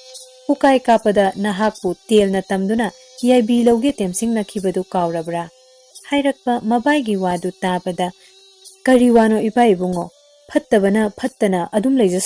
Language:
Manipuri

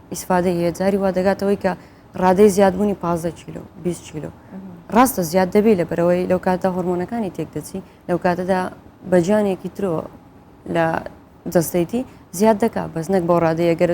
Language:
Central Kurdish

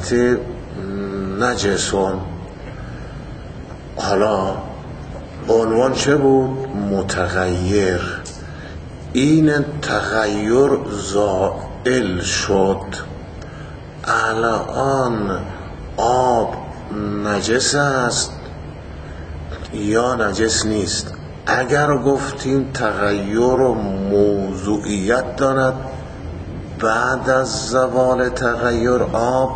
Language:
Persian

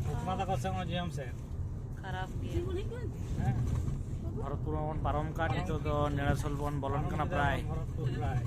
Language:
Santali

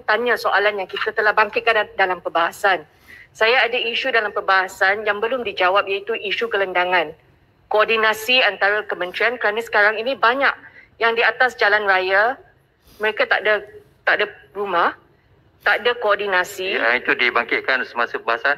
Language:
Malay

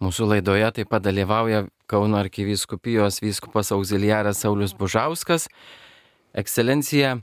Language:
Lithuanian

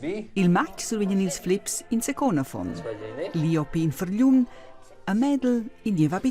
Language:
Romansh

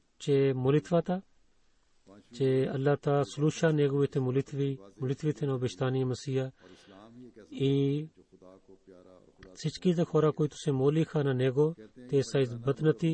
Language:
Bulgarian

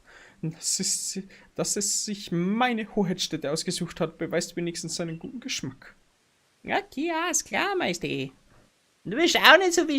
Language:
Bavarian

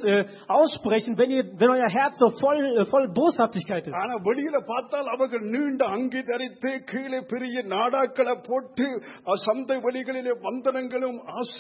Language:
Tamil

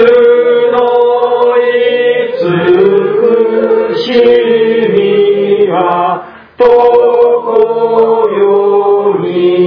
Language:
Japanese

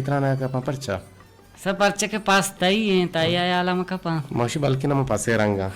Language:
Eastern Balochi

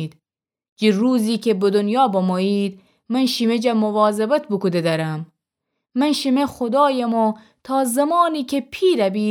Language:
Gilaki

